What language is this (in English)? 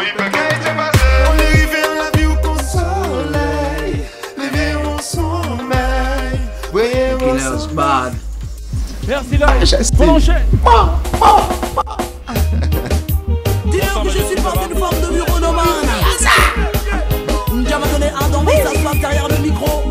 French